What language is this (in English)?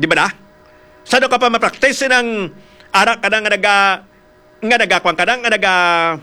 Hiligaynon